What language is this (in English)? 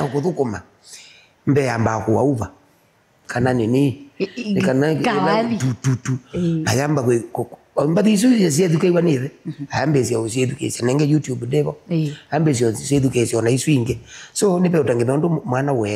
Kamba